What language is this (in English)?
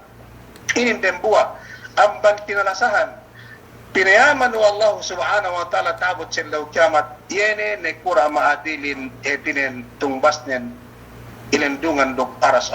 Yakan